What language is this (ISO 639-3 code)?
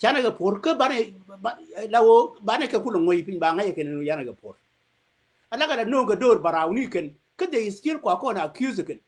nus